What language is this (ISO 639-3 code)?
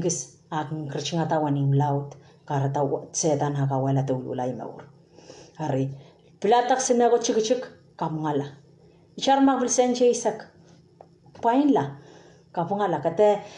pon